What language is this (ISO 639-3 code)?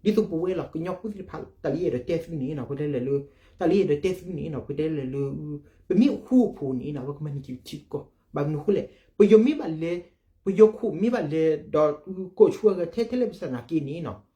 ksw